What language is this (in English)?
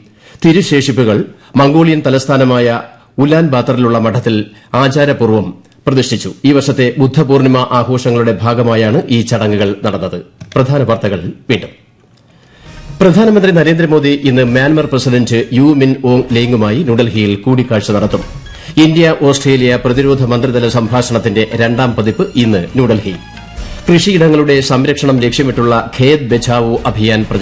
Malayalam